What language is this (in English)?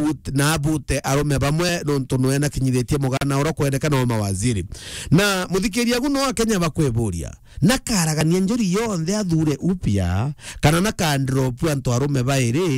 Meru